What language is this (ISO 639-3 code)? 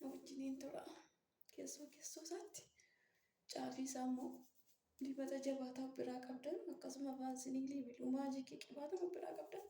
orm